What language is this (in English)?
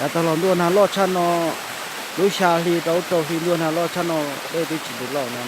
Hmong